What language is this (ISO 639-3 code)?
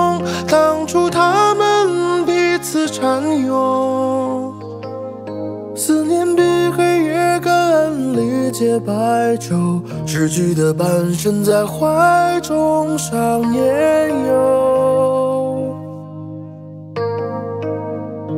zho